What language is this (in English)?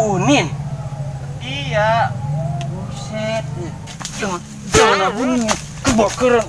Betawi